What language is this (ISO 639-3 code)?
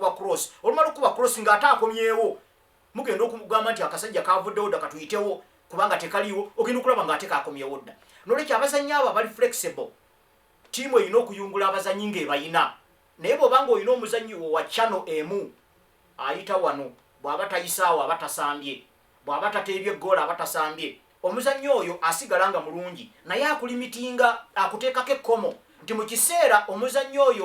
lug